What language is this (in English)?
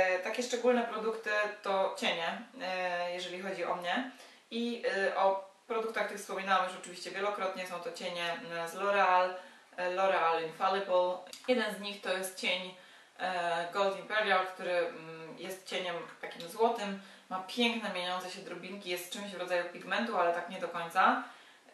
Polish